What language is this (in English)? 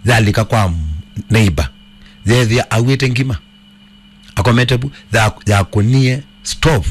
Kamba